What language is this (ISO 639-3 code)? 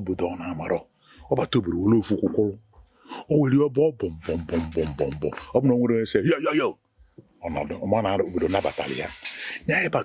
ibo